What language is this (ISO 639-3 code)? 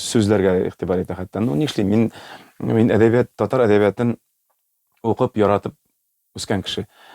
tat